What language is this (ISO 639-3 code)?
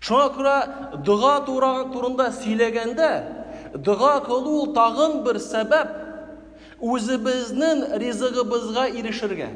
tat